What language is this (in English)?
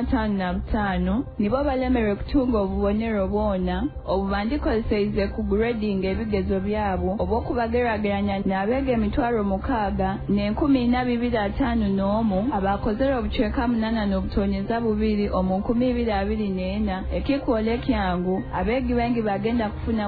Nyoro